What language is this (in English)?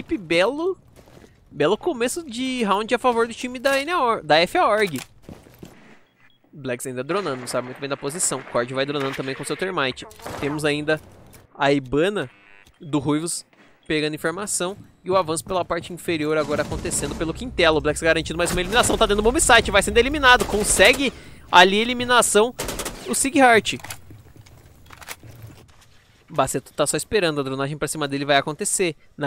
Portuguese